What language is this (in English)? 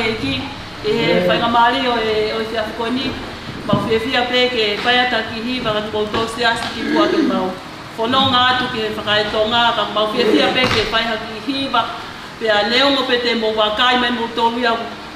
Tongan